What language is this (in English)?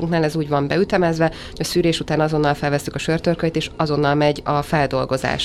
Hungarian